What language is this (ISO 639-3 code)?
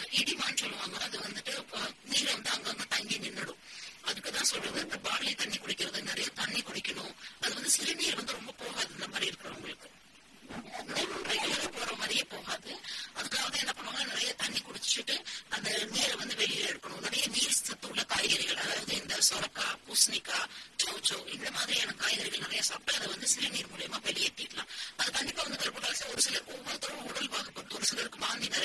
tam